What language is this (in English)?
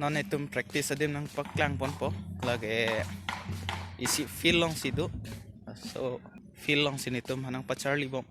Karbi